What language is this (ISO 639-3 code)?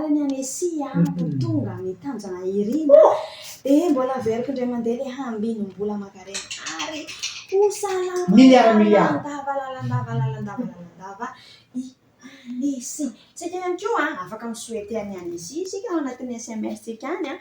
mlg